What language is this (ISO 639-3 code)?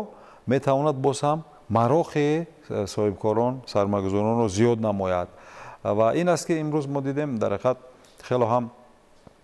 tgk